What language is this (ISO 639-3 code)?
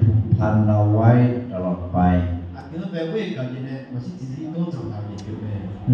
ahk